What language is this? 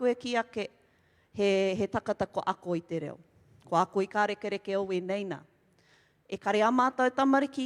Māori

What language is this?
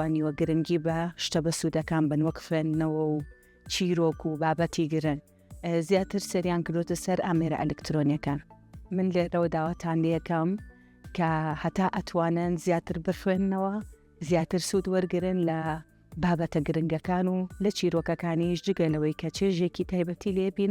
Central Kurdish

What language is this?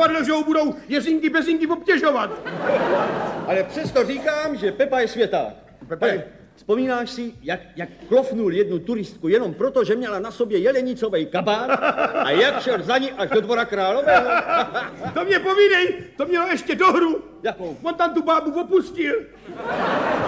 Czech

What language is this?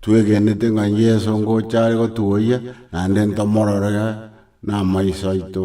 Gusii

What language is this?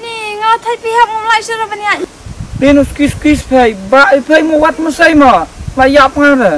Khasi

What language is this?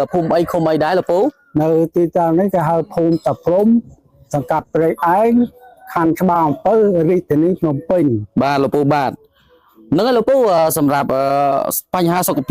Khmer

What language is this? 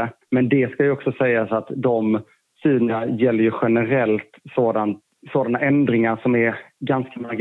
Swedish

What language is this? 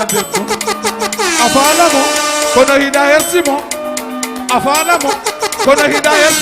Fula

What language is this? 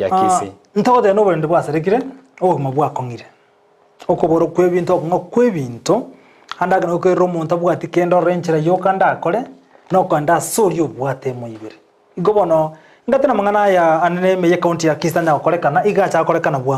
Gusii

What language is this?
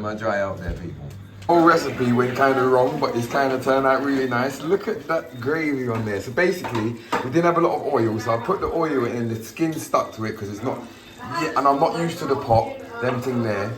Jamaican Creole English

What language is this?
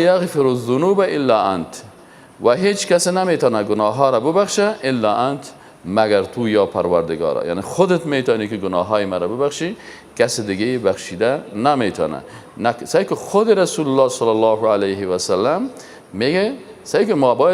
Persian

